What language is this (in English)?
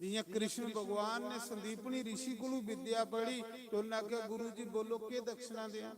Dogri